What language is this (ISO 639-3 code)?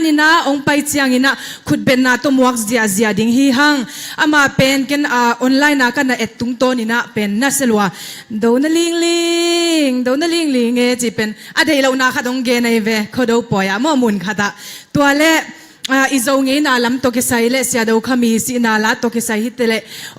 ctd